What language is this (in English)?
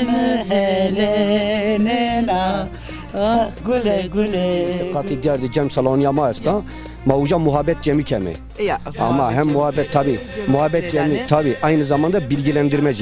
Zaza